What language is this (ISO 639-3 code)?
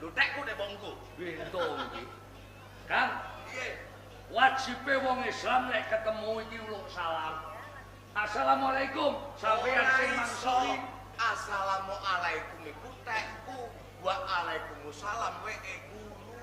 jav